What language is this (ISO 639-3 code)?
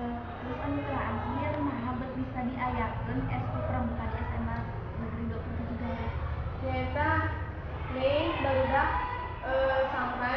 sun